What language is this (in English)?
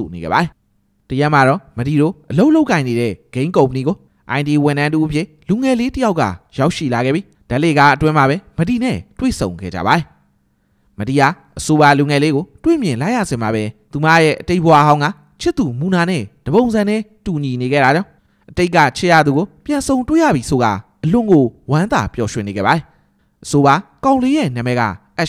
Burmese